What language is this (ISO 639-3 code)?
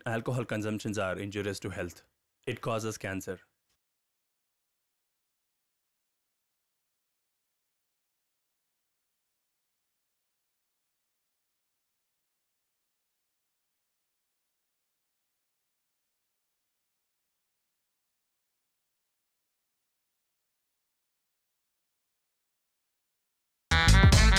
kan